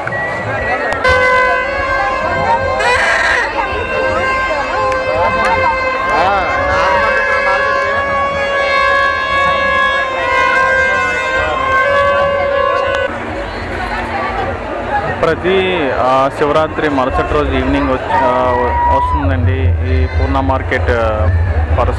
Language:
Telugu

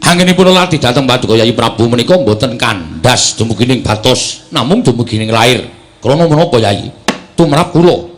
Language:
Javanese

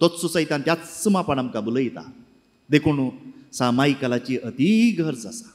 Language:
Konkani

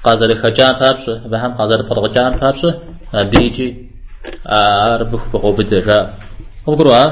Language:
Kabardian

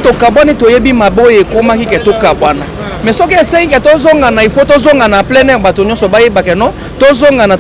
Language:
Lingala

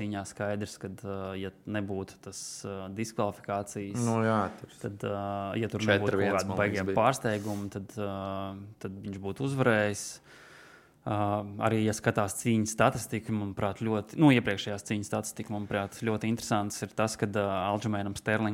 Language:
Latvian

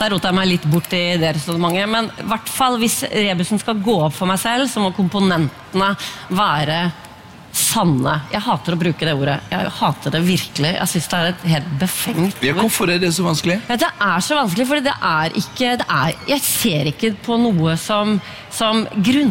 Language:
Norwegian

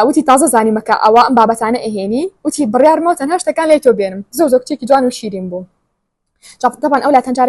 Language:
Central Kurdish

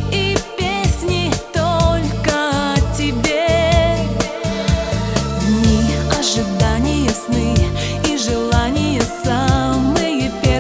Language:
Russian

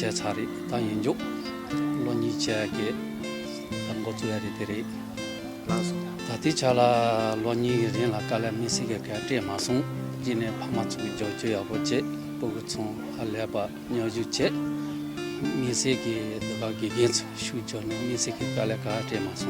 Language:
Tibetan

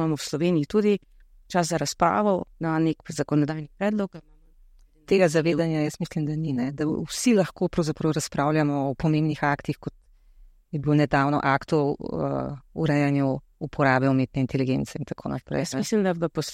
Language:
Slovenian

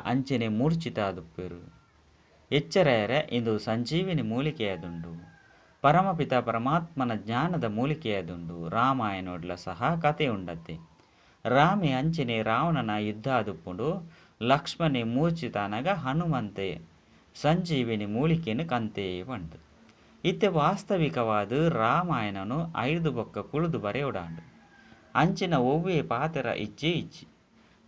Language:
Tulu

